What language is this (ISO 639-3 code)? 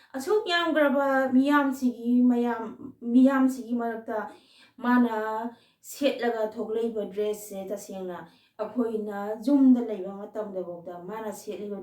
mni